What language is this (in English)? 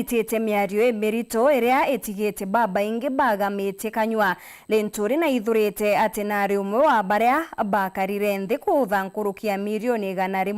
Meru